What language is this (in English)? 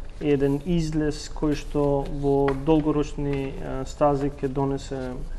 Macedonian